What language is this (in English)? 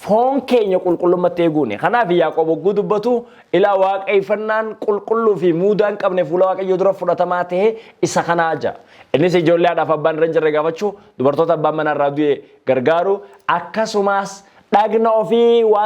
Oromo